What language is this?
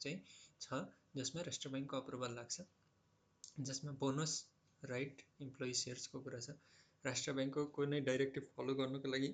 Nepali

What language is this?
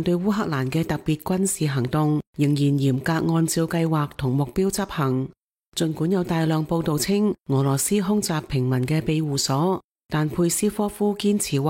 Cantonese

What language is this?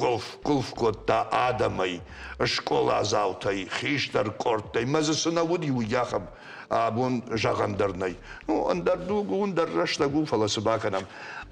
Ossetic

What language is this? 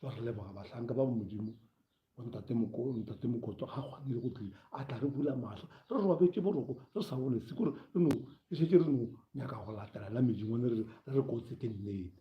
Northern Sotho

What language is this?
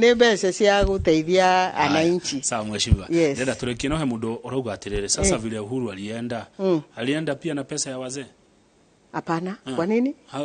Kikuyu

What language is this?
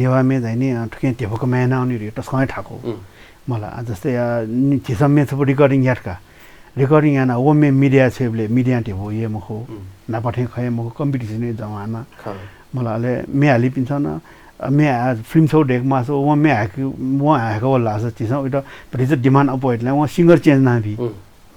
Newari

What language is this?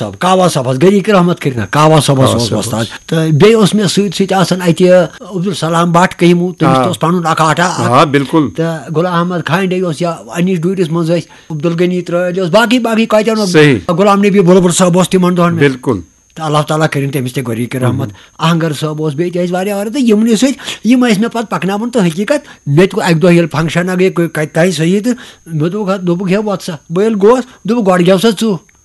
Kashmiri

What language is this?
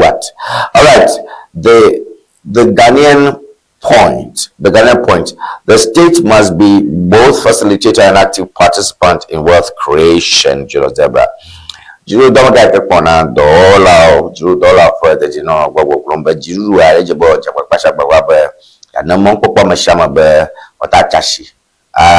Ewe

